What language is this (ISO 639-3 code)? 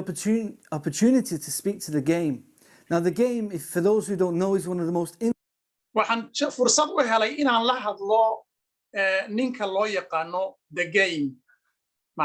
som